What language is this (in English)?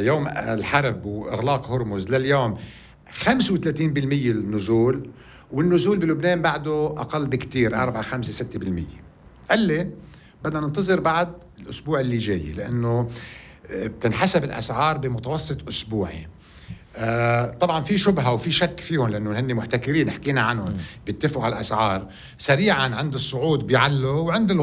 North Levantine Arabic